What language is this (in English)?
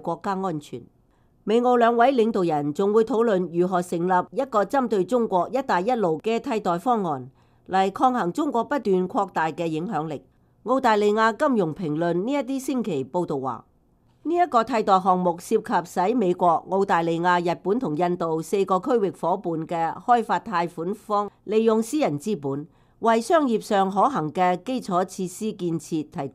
Cantonese